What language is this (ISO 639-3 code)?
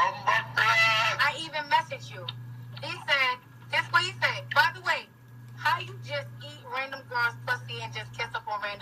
jam